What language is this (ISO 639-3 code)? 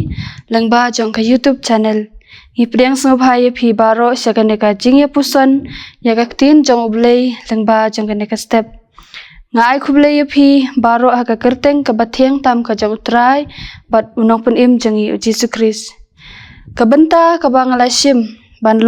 kha